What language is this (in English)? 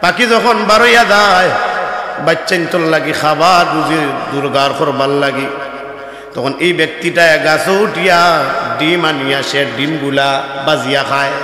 Sylheti